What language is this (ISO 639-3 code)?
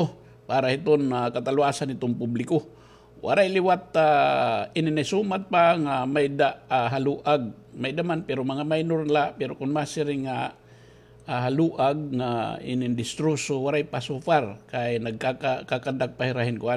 war